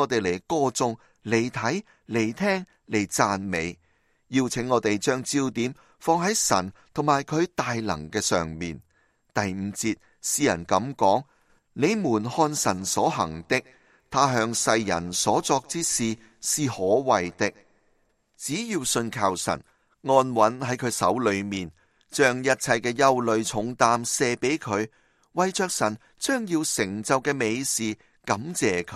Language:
Cantonese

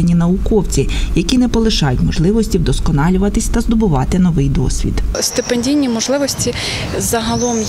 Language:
Ukrainian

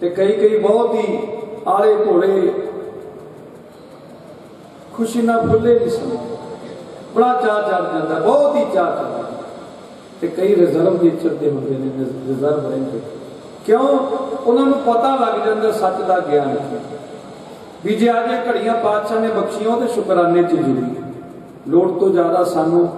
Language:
Punjabi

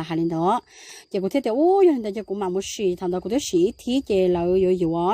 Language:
Hmong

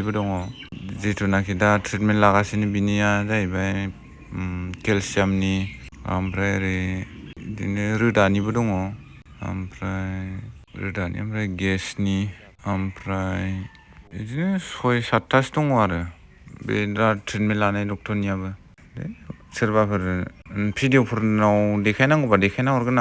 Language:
Bodo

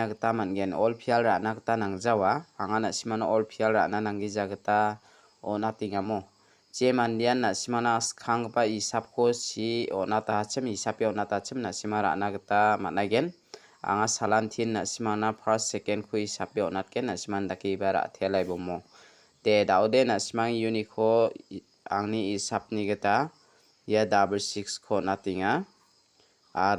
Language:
Garo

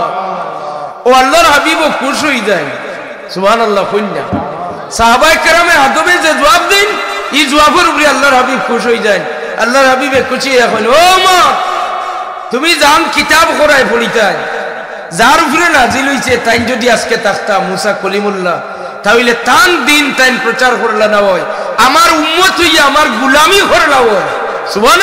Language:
Sylheti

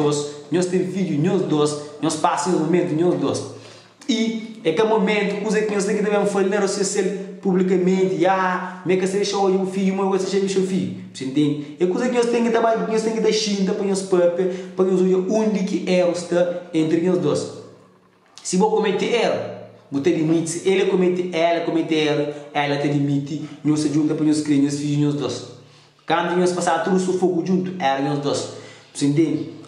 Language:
Kabuverdianu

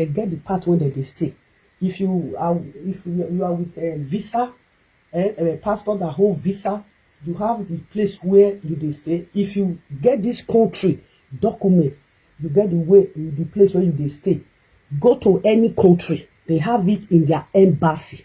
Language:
Nigerian Pidgin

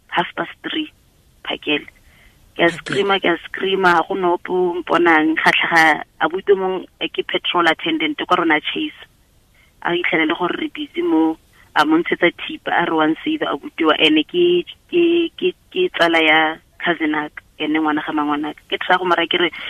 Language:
Tswana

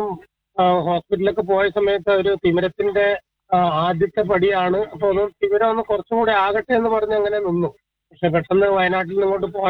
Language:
Malayalam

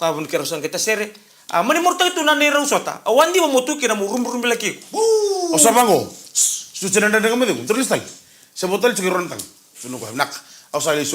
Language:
Fijian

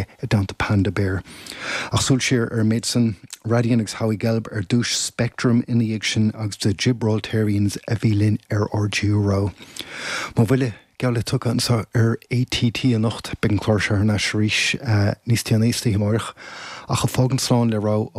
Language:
Irish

